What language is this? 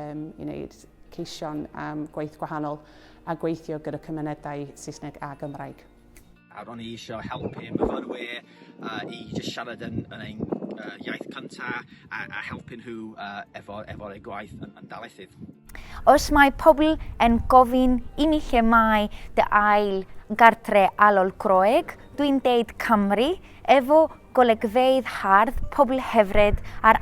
Welsh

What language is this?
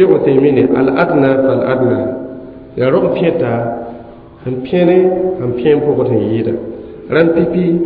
Mossi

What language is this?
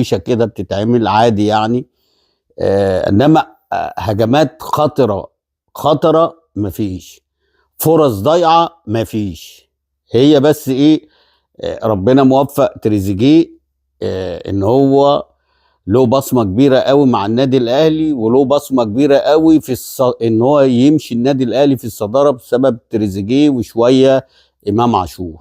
Egyptian Arabic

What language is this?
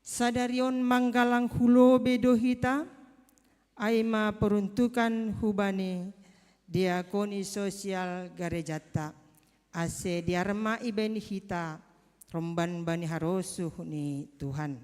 Batak Simalungun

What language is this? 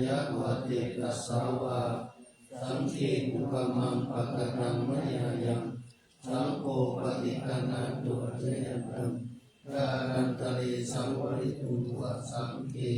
Pali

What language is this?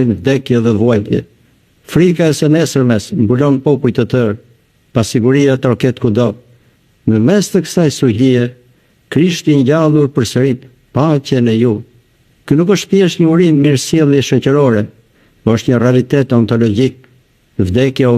Albanian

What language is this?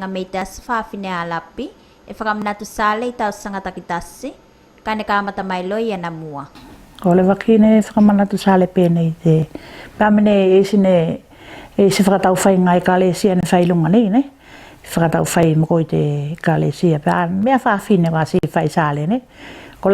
Tuvalu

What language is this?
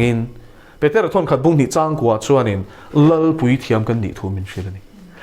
Mizo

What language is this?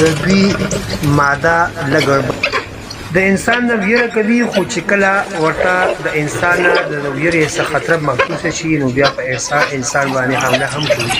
Pashto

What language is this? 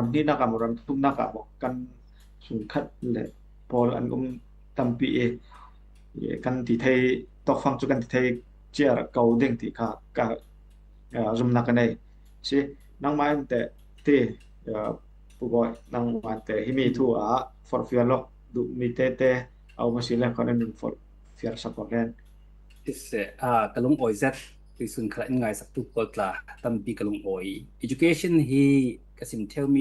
Falam Chin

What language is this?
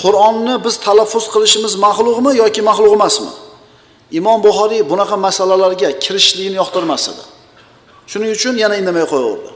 Uzbek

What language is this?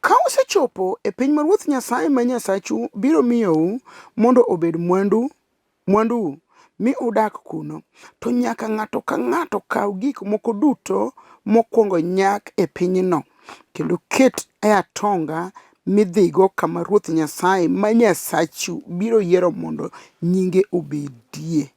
Luo (Kenya and Tanzania)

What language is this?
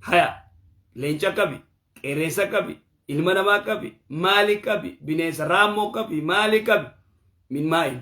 Oromo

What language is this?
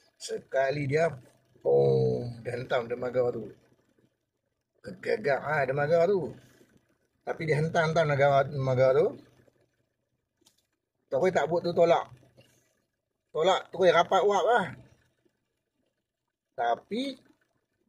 Malay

